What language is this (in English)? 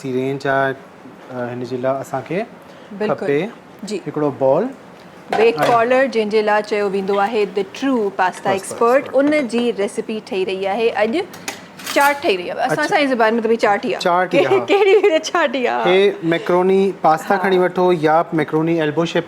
Sindhi